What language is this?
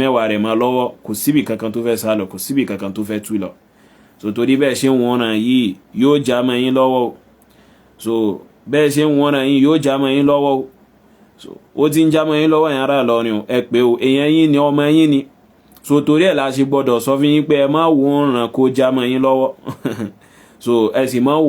Yoruba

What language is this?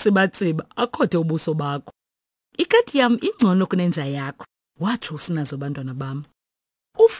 Xhosa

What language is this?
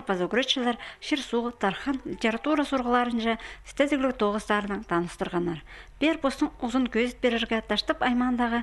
Khakas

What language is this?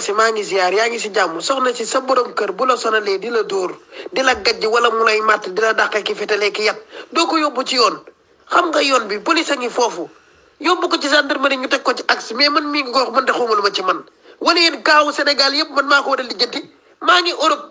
Wolof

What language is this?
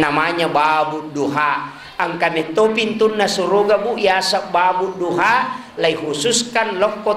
Buginese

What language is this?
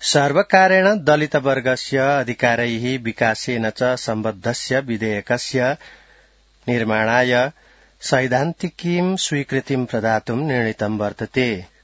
Sanskrit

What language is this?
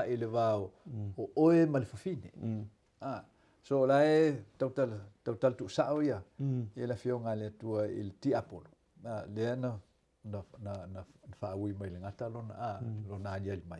Samoan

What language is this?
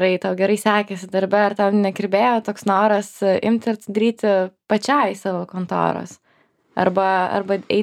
Lithuanian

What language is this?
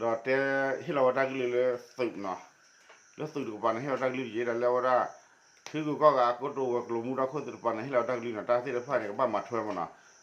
S'gaw Karen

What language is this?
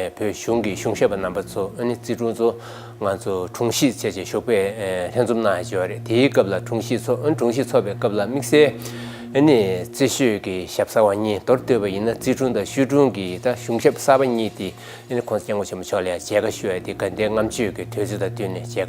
Tibetan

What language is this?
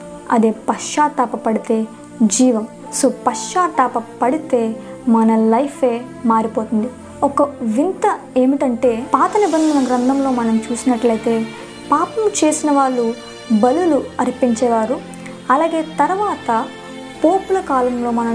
Telugu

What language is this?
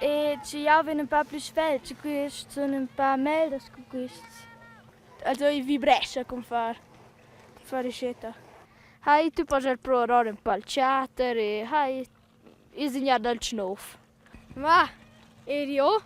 Romansh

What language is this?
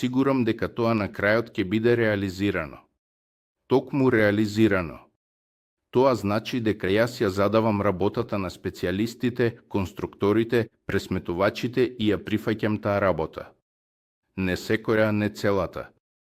Macedonian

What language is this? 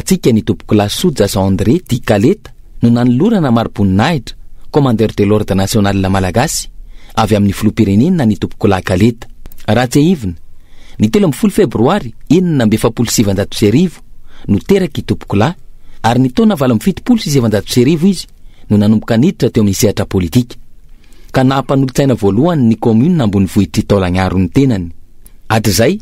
Malagasy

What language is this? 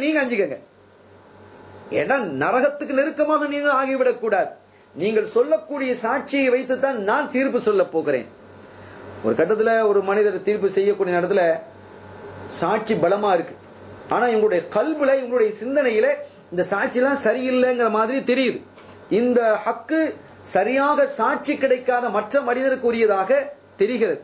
Tamil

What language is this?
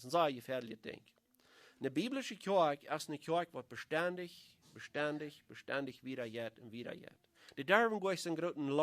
Plautdietsch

